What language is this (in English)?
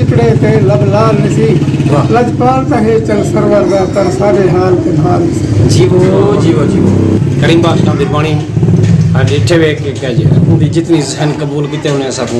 Saraiki